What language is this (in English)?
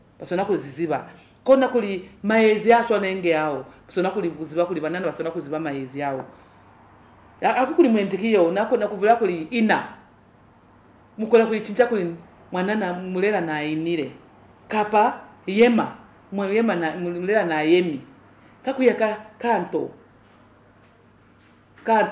Lozi